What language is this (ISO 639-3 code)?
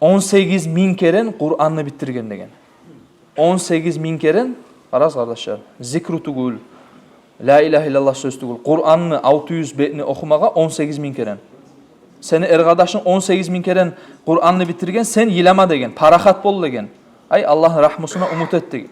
kum